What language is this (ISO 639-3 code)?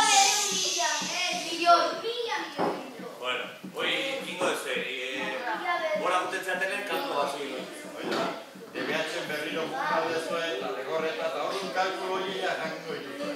eus